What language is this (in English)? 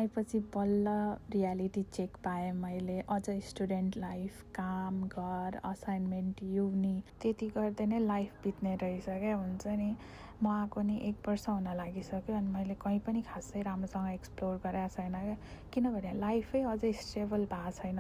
Nepali